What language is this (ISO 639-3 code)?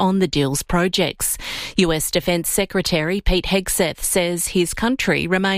eng